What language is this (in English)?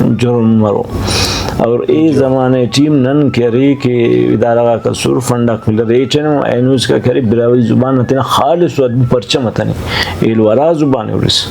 Brahui